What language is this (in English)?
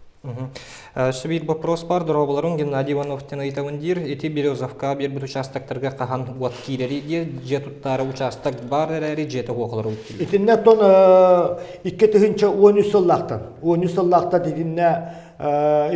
Yakut